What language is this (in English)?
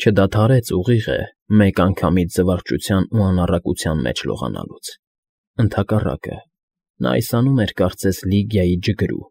Armenian